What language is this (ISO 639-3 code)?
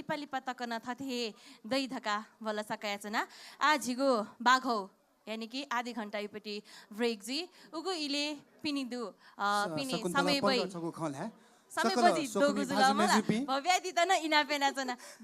new